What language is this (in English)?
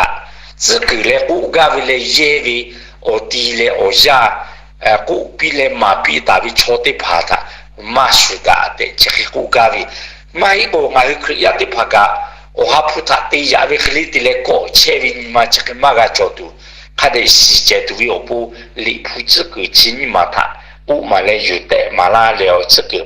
Lahu